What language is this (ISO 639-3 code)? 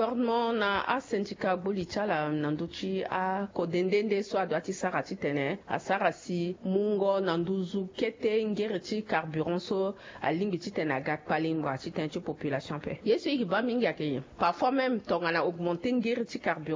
sag